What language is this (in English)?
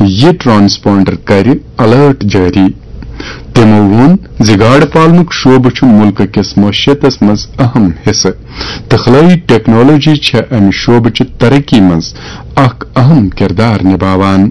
Kashmiri